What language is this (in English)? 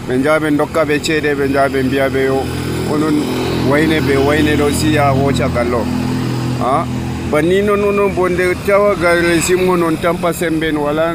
Nigerian Fulfulde